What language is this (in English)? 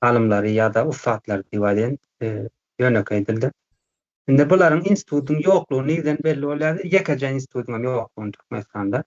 Turkmen